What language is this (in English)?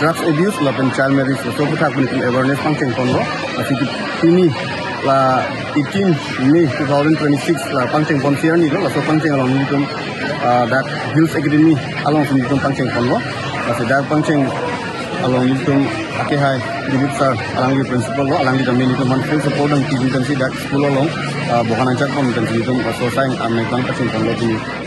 Karbi